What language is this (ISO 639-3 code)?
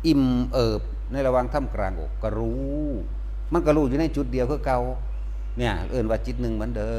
tts